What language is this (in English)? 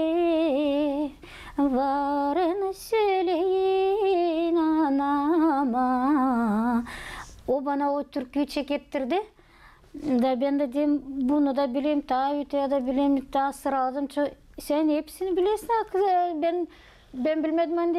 Gagauz